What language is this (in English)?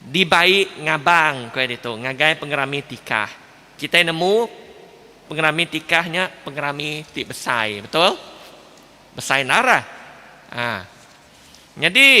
Iban